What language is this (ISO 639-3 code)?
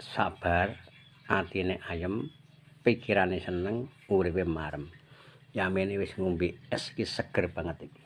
jav